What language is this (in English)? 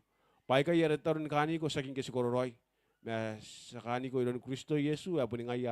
Gilbertese